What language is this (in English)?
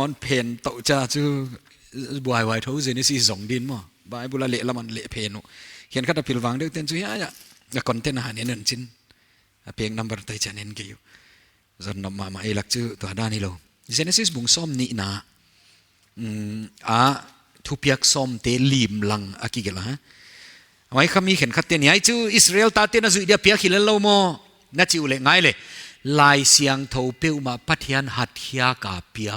Paite Chin